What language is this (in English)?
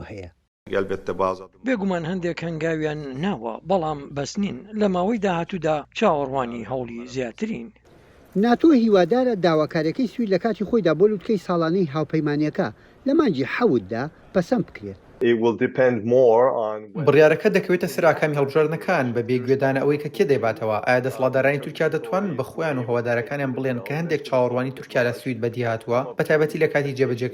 Central Kurdish